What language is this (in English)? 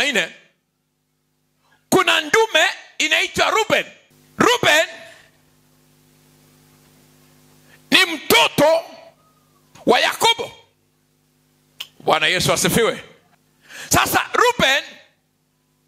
Swahili